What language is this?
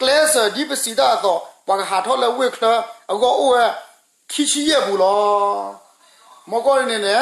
S'gaw Karen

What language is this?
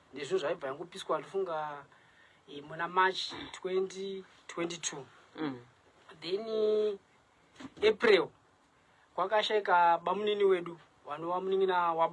Shona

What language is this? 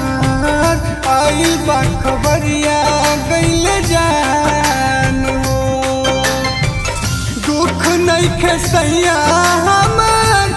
Bhojpuri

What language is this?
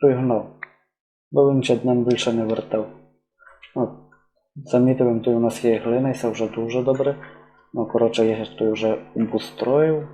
Rusyn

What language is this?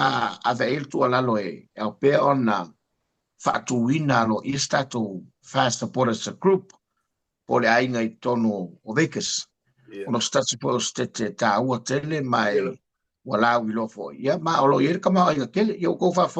Samoan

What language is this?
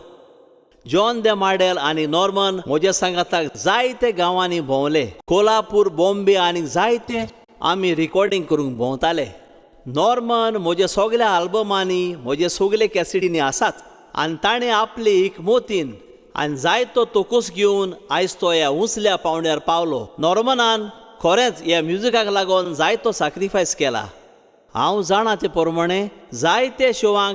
Konkani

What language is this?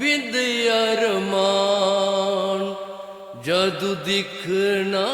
Dogri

